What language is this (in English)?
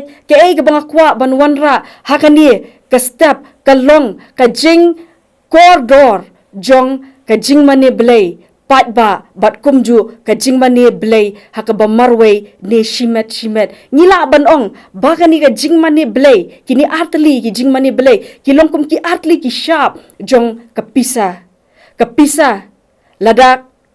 Khasi